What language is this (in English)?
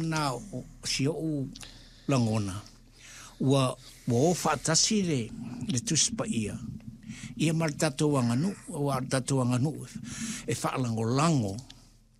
Samoan